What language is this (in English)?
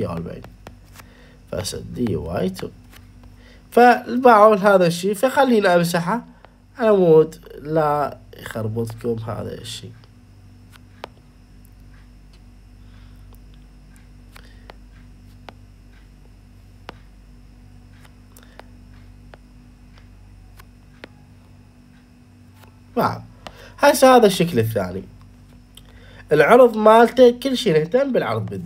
Mesopotamian Arabic